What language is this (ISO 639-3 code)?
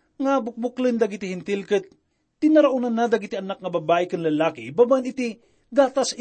ilo